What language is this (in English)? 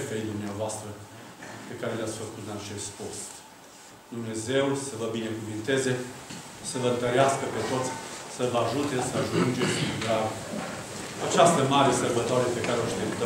Romanian